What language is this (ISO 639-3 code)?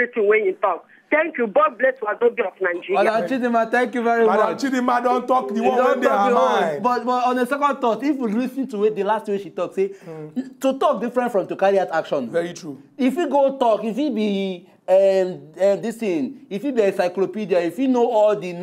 pcm